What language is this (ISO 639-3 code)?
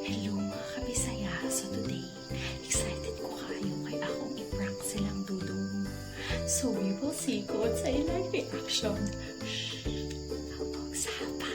ceb